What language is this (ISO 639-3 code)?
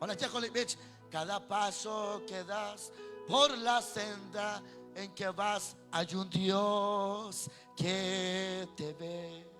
kek